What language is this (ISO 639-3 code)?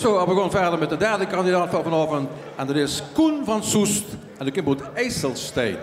lim